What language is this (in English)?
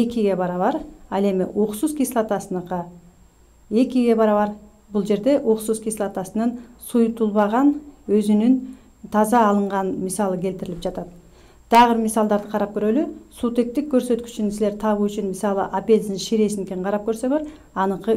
Kyrgyz